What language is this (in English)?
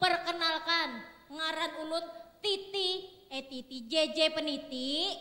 Banjar